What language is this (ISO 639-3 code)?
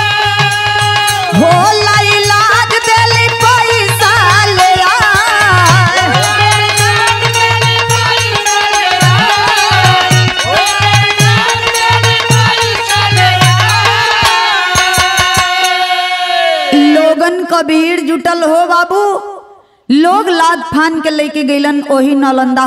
bho